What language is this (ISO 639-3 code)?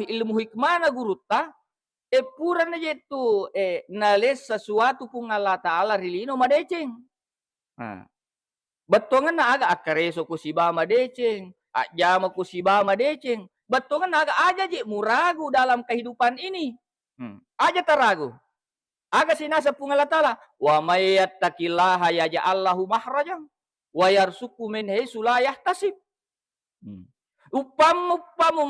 bug